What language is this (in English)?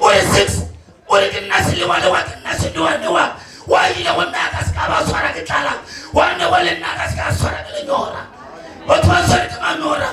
Northern Sotho